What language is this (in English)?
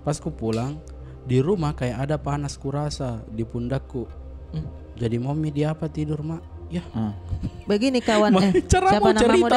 Makassar Malay